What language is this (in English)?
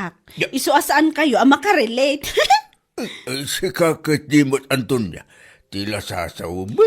Iloko